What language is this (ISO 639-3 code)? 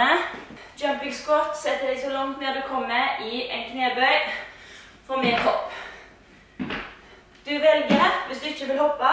nor